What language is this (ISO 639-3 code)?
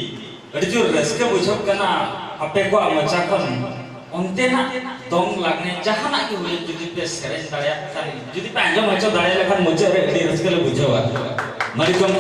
sat